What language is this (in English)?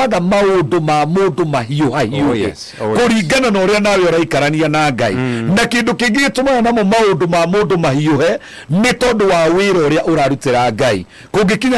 Kikuyu